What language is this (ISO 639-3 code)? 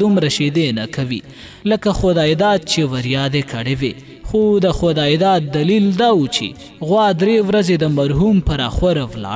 pus